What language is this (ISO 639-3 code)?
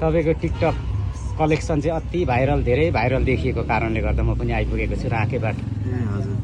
nep